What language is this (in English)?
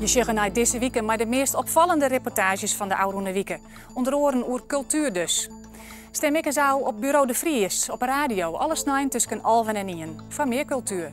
Western Frisian